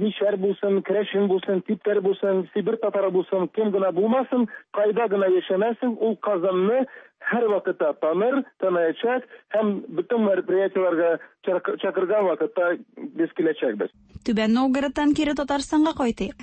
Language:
Tatar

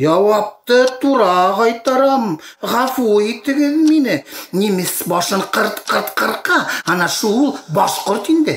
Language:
Bashkir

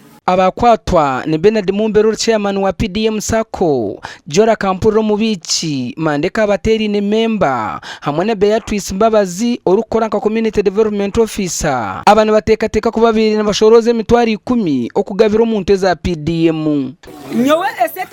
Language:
Nyankole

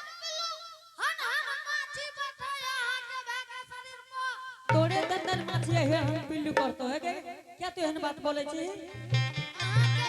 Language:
Angika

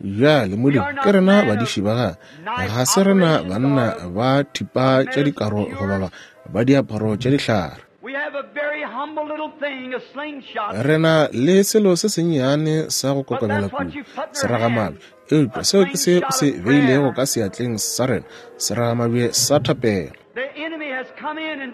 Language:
Northern Sotho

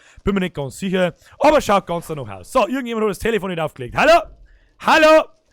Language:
Bavarian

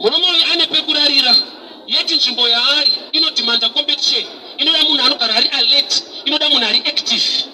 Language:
Shona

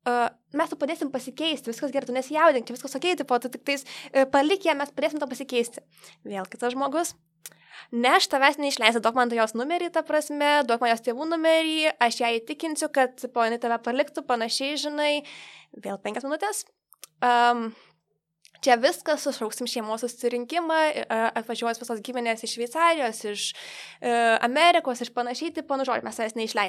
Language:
Lithuanian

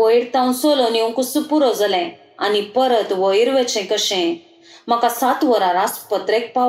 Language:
Konkani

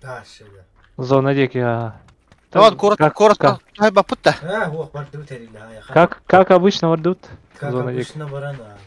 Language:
Yakut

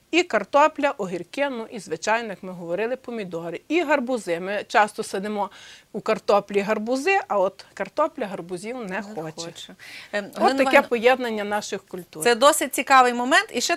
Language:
Ukrainian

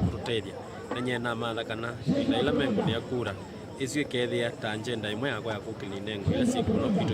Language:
Kamba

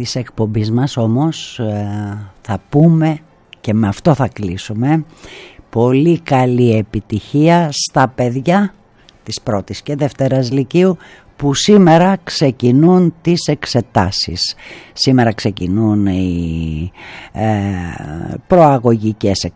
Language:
Greek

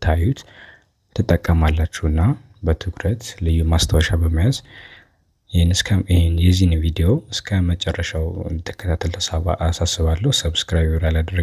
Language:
Amharic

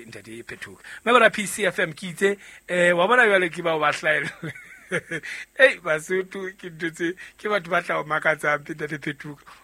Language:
Southern Sotho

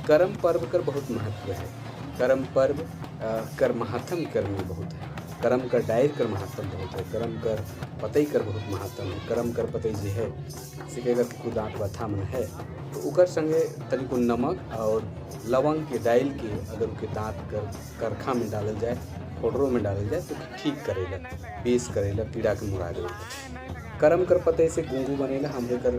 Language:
Sadri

